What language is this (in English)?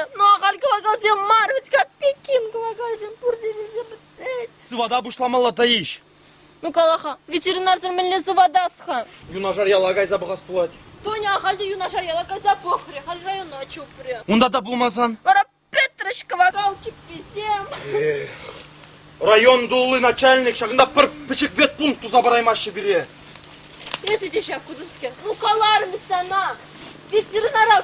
Chuvash